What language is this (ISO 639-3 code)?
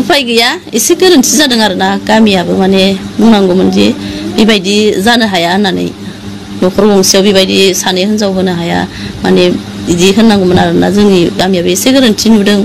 brx